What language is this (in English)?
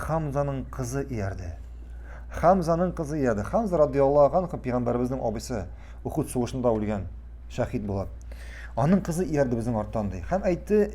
Tatar